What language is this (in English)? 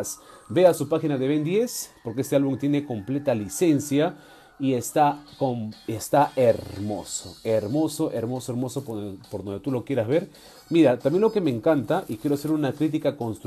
Spanish